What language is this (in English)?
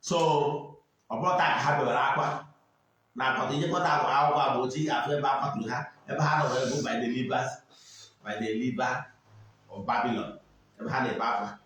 Igbo